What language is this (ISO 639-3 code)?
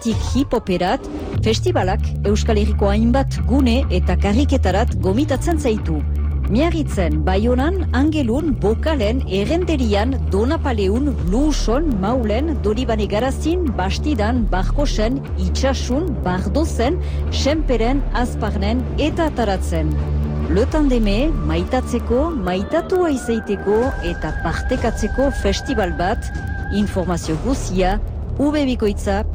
eus